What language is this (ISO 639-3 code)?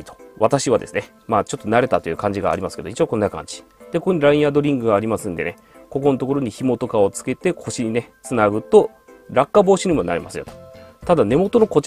jpn